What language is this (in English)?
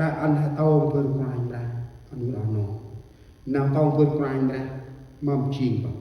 Central Mnong